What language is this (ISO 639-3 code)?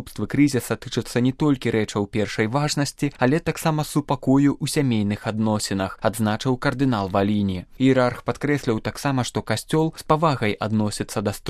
bel